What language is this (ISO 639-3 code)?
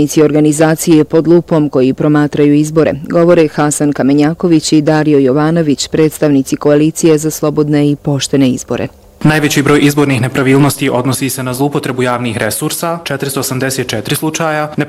bos